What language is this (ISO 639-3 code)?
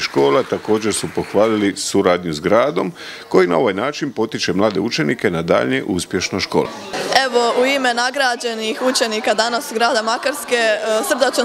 hrv